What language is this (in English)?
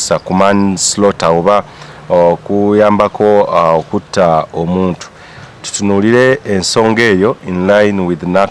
Ganda